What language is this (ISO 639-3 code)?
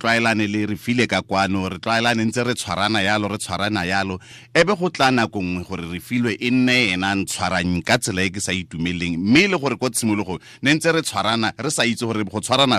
tsn